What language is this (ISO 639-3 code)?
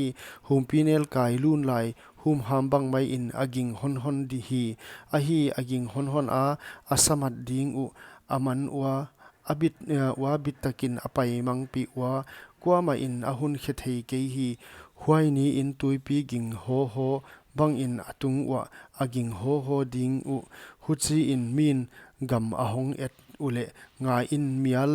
pck